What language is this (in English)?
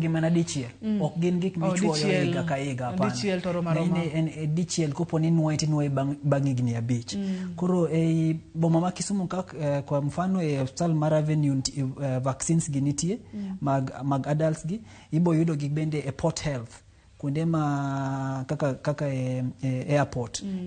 Luo (Kenya and Tanzania)